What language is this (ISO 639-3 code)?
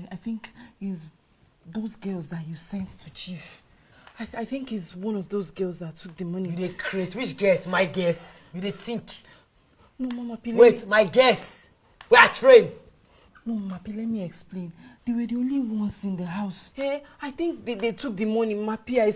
pcm